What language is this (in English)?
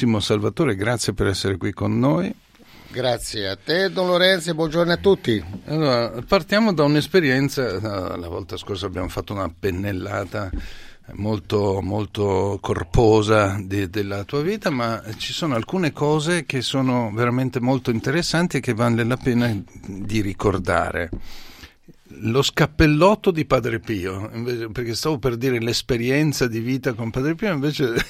Italian